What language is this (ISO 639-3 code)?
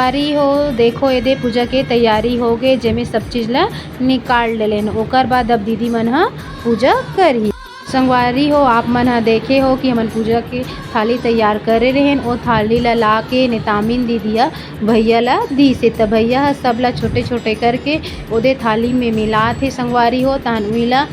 hne